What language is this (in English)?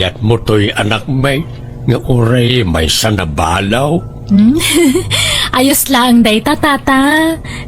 Iloko